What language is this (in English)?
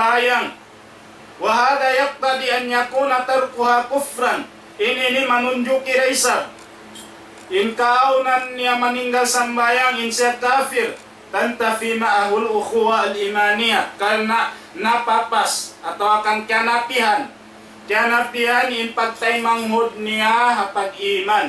Tausug